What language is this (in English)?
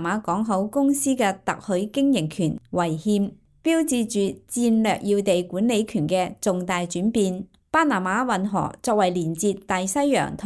Cantonese